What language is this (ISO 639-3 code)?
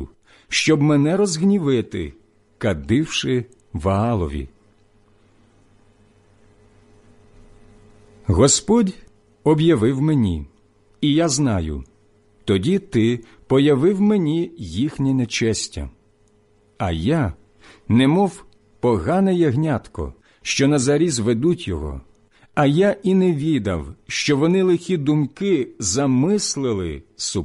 ukr